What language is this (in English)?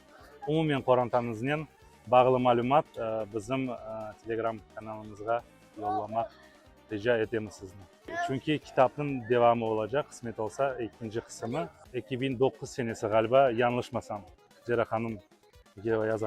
Crimean Tatar